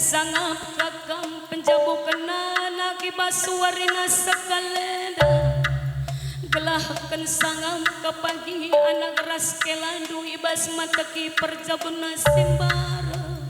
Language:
Batak Karo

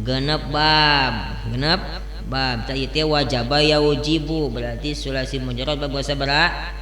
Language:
Sundanese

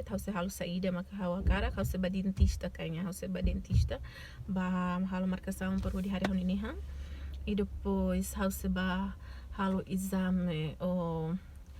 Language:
Tetum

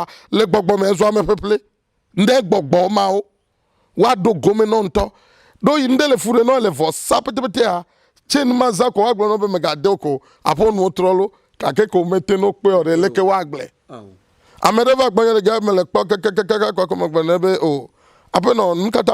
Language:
Ewe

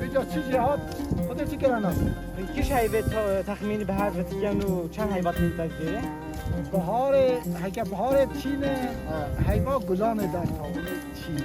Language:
Kurdish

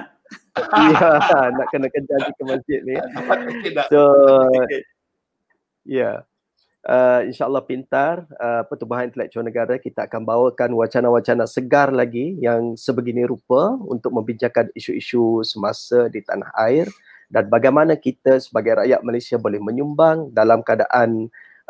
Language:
Malay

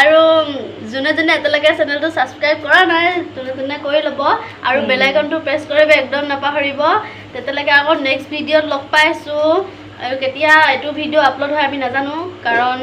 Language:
Assamese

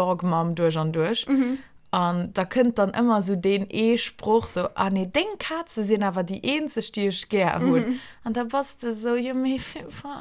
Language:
Luxembourgish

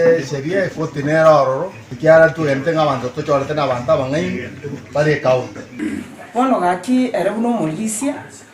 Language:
Gusii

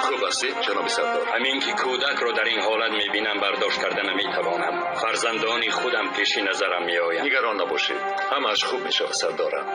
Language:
Tajik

